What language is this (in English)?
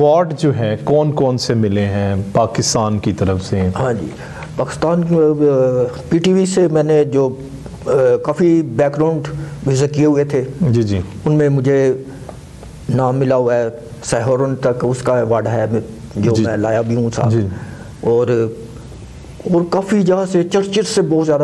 Urdu